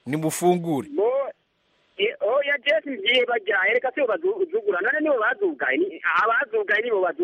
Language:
Kinyarwanda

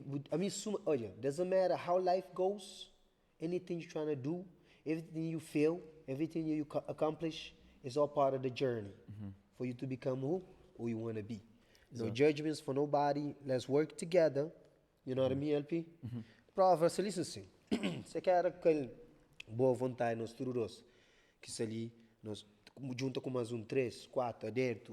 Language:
Kabuverdianu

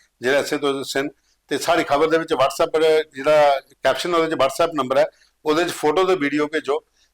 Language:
Dogri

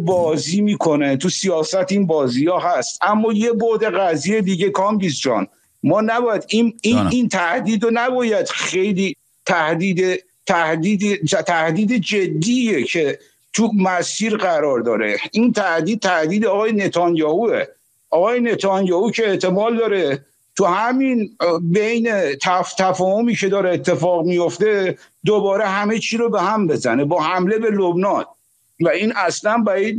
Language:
Persian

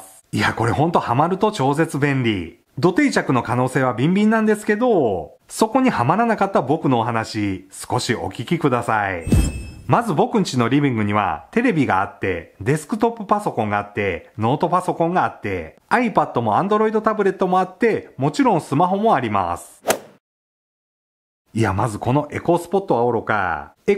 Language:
Japanese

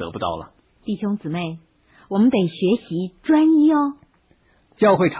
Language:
Chinese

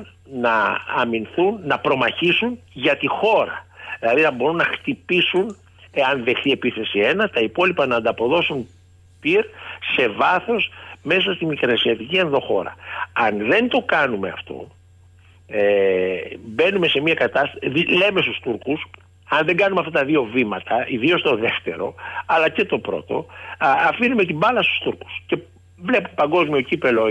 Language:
Greek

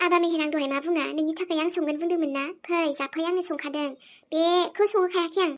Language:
Bodo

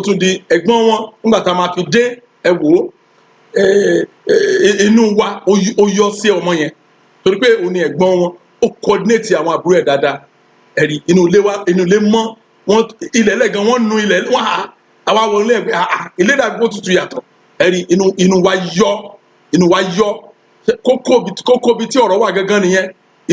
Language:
Yoruba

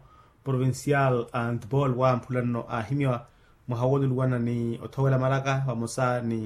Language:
Makhuwa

